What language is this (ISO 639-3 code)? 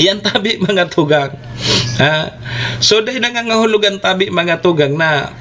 bik